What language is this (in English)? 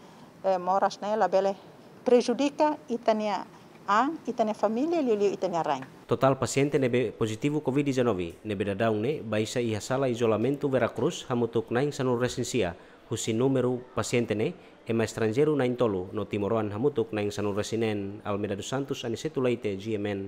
Tetum